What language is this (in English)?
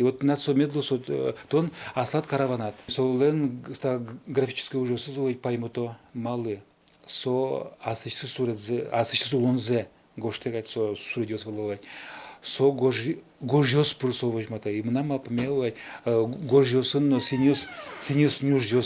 Udmurt